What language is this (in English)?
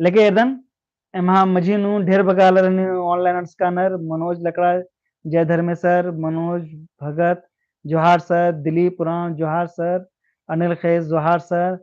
Kurukh